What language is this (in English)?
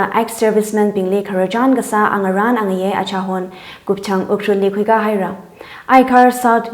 Tangkhul Naga (India)